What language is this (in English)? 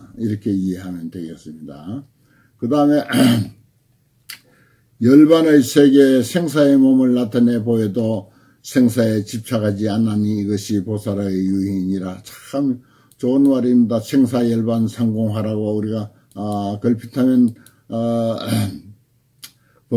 Korean